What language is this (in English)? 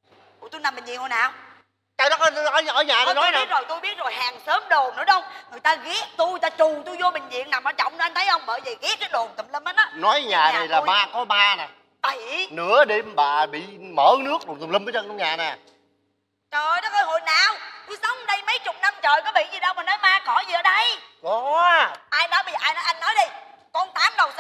Vietnamese